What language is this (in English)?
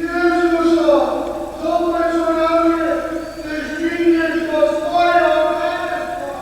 Upper Sorbian